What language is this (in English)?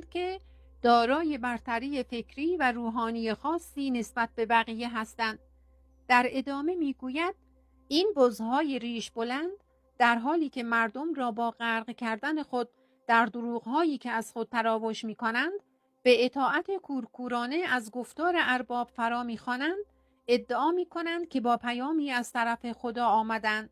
Persian